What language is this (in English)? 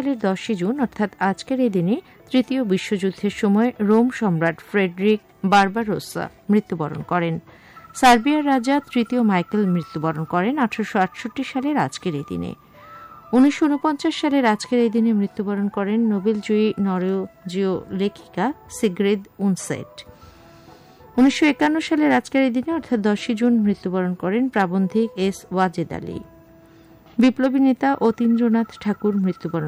Bangla